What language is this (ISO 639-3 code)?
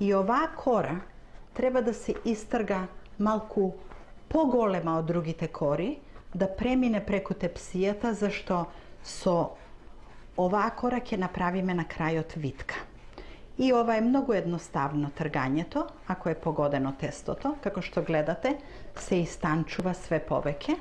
mkd